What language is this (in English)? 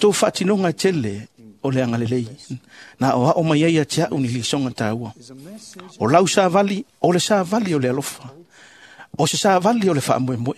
Samoan